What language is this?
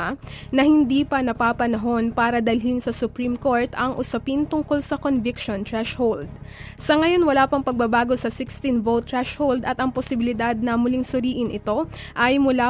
Filipino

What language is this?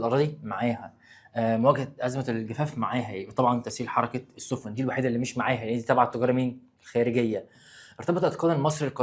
Egyptian Arabic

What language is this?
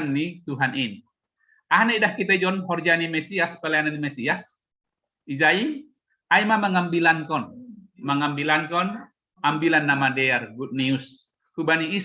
Batak Simalungun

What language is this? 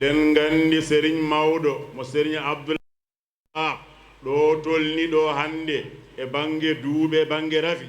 Fula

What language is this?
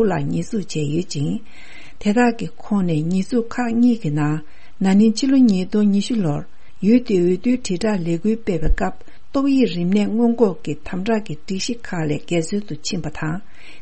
Tibetan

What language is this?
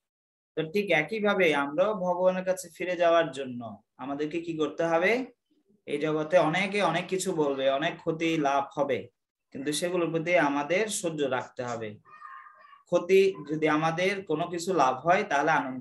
Bangla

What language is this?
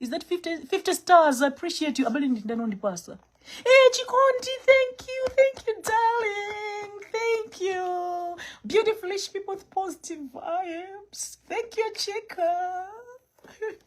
Nyanja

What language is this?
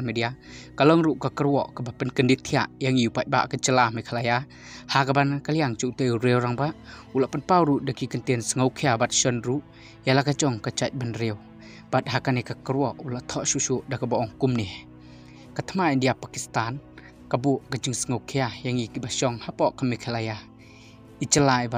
Khasi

